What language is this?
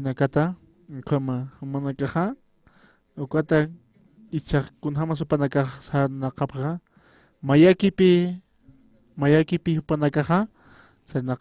Aymara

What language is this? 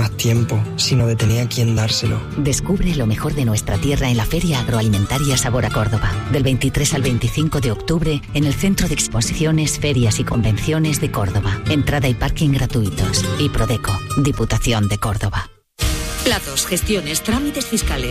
Spanish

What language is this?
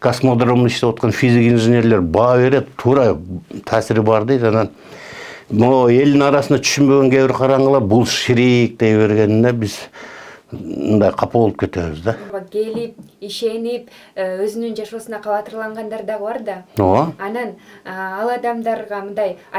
Kyrgyz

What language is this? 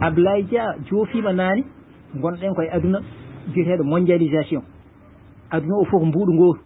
Fula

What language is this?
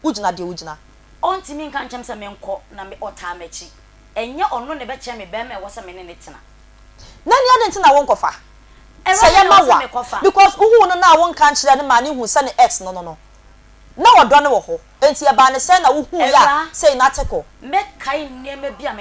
Akan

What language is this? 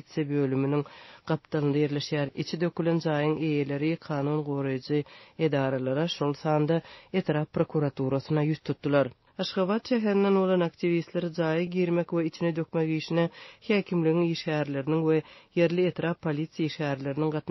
Turkmen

